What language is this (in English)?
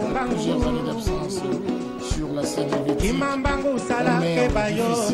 French